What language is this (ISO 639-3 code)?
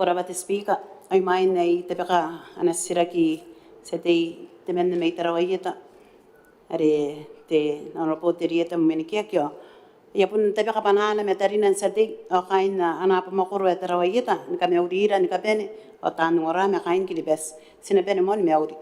gil